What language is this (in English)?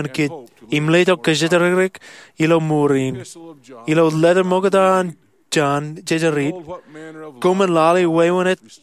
Marshallese